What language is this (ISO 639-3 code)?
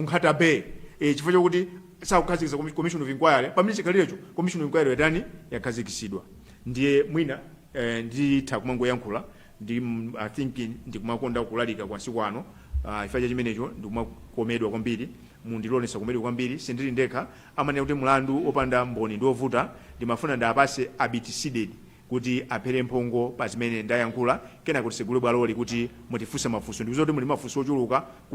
nya